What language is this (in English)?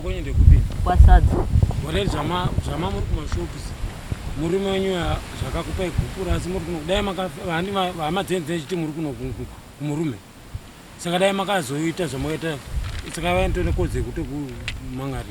Shona